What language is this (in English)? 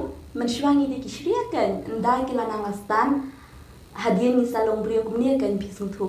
Khasi